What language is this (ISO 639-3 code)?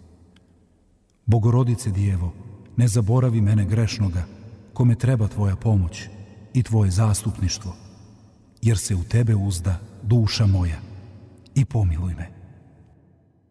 srp